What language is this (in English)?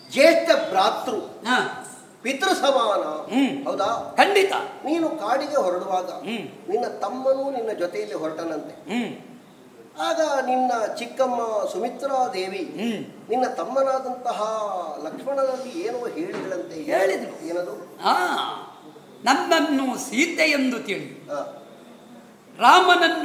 Kannada